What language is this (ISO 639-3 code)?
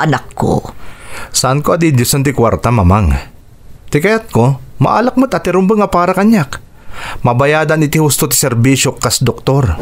ilo